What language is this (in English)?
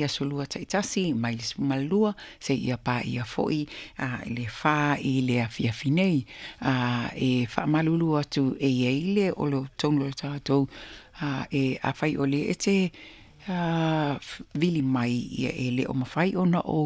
Samoan